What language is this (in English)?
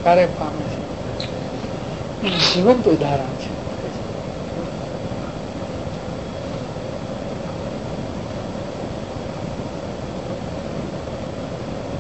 Gujarati